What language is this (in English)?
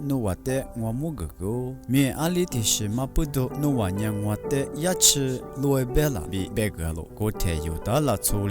Lisu